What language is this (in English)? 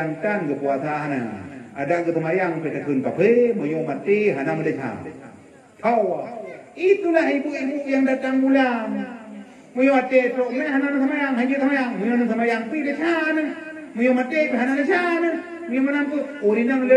Achinese